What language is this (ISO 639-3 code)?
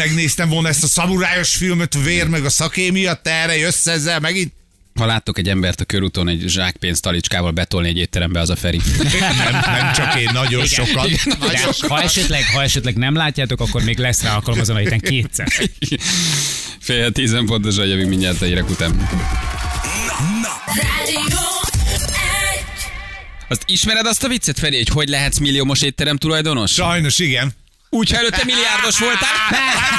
hun